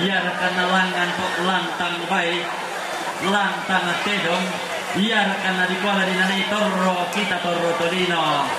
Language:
Toraja-Sa'dan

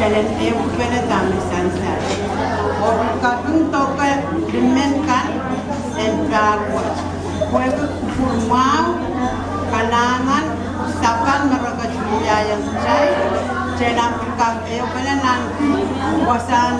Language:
Pohnpeian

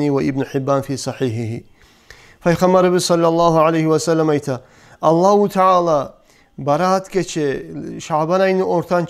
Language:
Kumyk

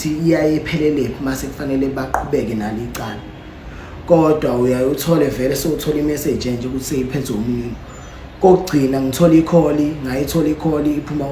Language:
Zulu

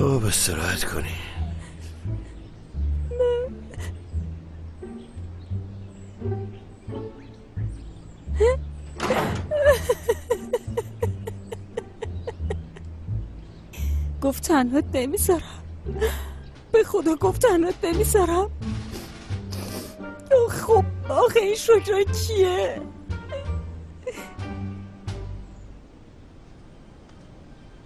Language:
Persian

